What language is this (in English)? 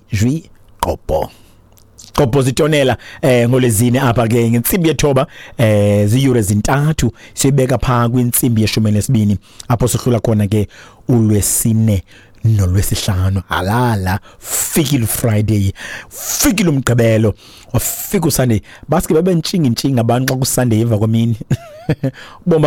Xhosa